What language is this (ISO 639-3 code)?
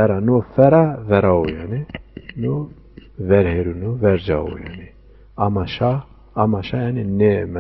zza